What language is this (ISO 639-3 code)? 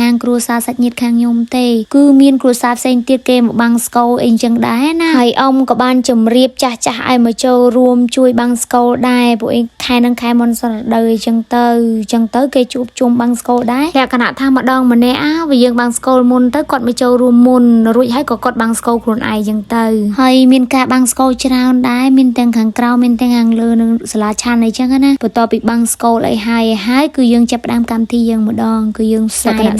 khm